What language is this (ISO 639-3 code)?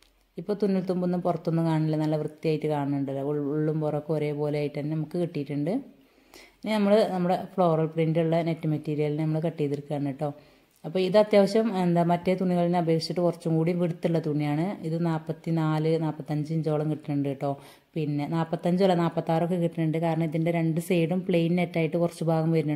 mal